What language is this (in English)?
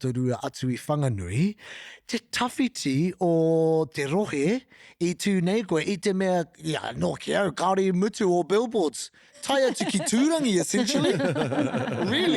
Māori